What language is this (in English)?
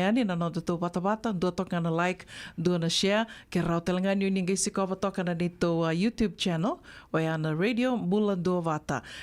Fijian